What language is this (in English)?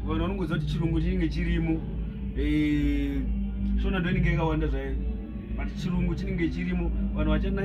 Shona